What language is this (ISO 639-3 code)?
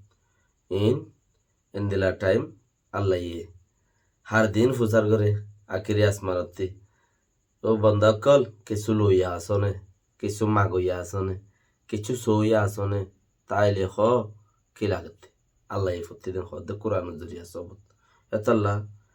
rhg